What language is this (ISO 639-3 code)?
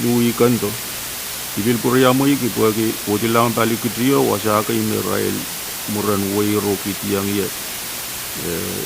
pon